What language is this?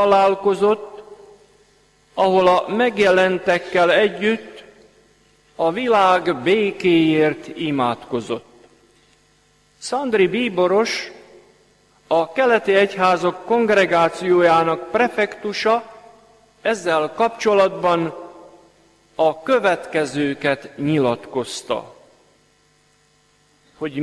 Hungarian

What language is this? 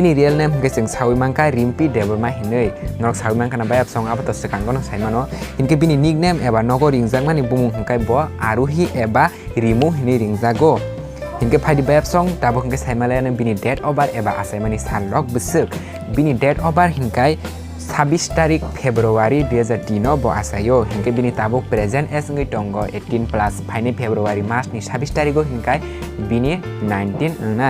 Kok Borok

